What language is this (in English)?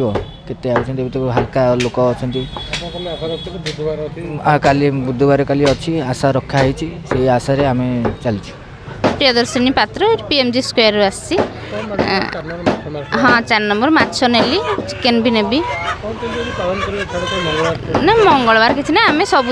Odia